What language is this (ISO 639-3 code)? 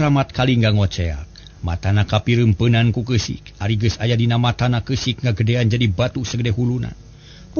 sun